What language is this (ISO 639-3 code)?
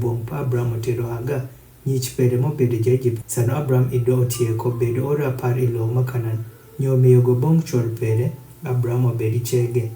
adh